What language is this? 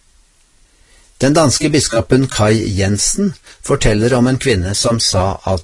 Norwegian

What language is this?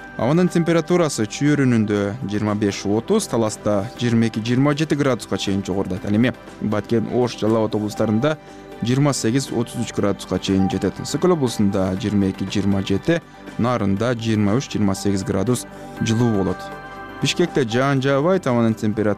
Kyrgyz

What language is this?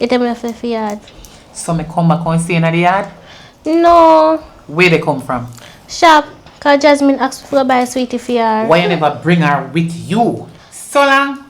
Jamaican Creole English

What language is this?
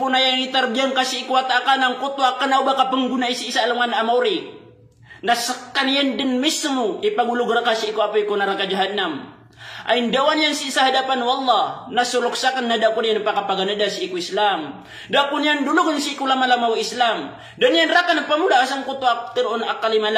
Maranao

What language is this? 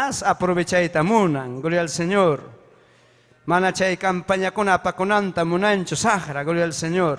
Ayacucho Quechua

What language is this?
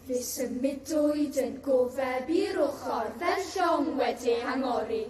Welsh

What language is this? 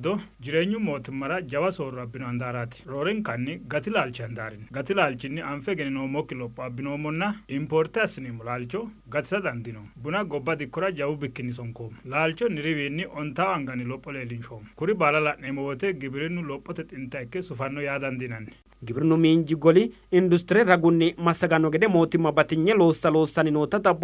Sidamo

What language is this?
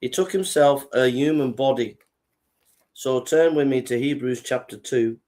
English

